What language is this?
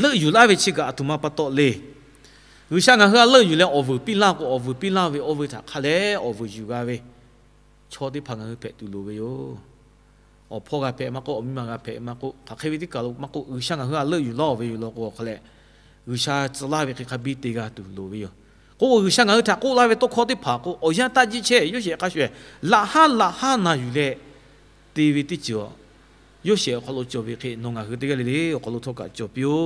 Lahu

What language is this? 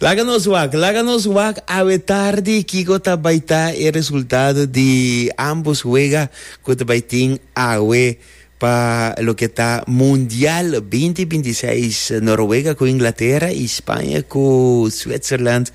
Papiamento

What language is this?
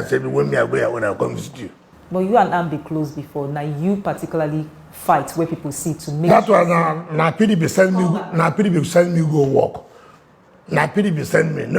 Nigerian Pidgin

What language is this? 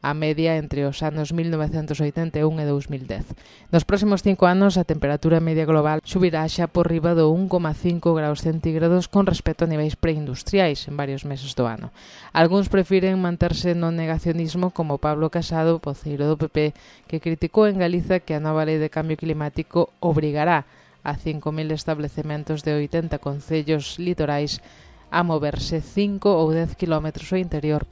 Galician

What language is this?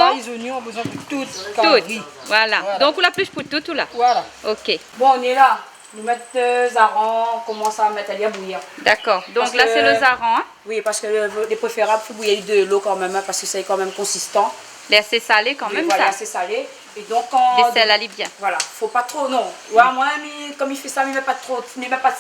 Réunion Creole French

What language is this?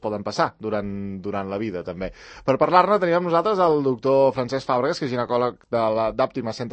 Catalan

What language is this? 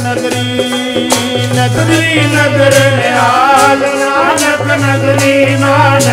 Punjabi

